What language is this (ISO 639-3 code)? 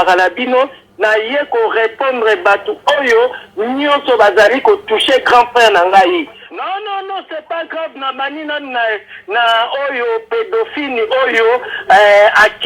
lin